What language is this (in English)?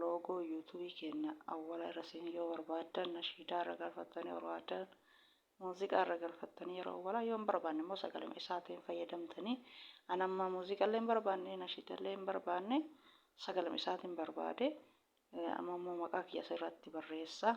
Oromo